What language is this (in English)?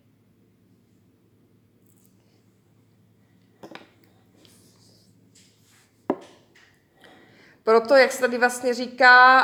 Czech